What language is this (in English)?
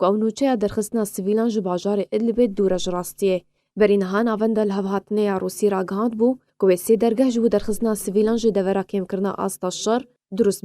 Kurdish